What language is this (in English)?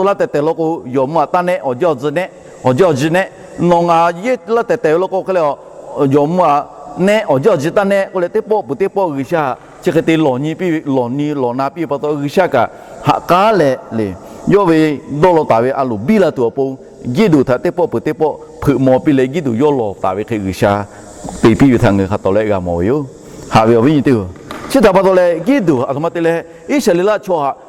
Lahu